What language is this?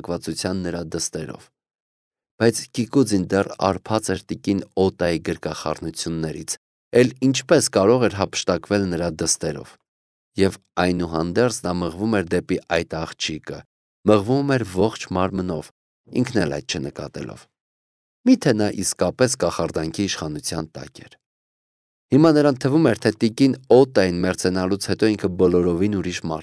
Armenian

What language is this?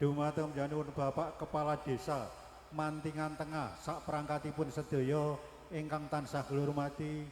Javanese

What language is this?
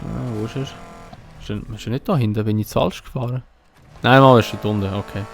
Swiss German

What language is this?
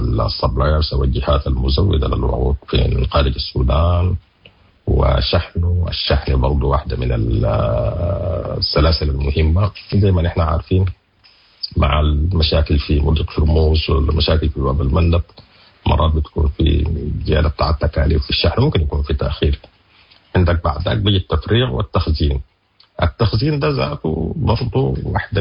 Sudanese Arabic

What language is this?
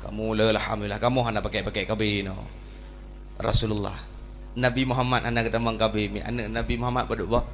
Achinese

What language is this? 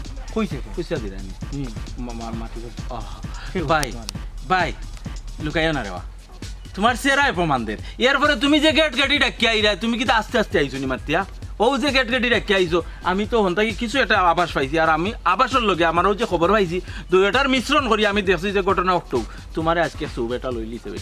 Sylheti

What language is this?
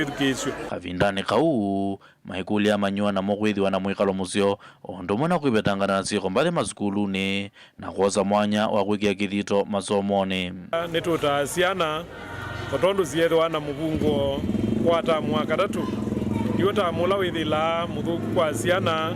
Kamba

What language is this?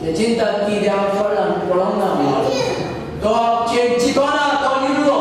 Konkani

